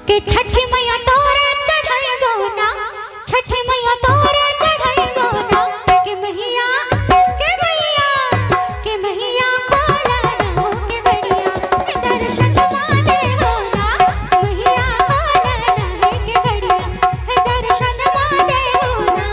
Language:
Maithili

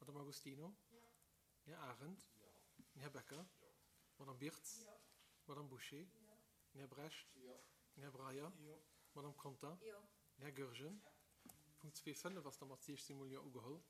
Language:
Luxembourgish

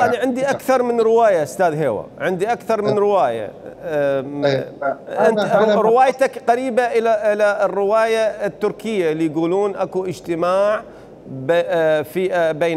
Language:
Mesopotamian Arabic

